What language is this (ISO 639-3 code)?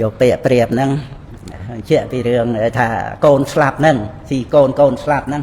khm